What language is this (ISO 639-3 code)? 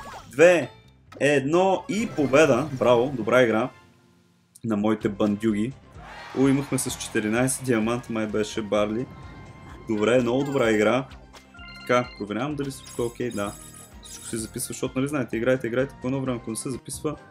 bul